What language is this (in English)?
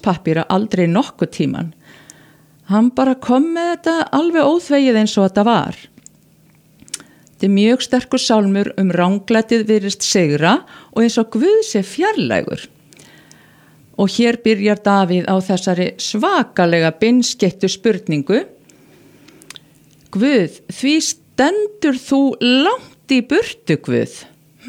Icelandic